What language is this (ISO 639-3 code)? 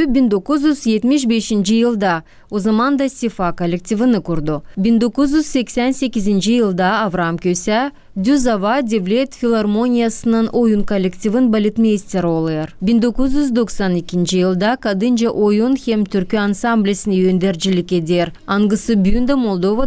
gag